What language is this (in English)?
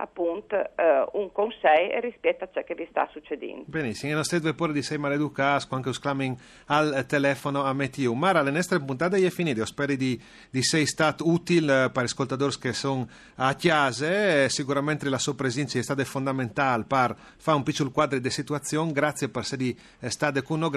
Friulian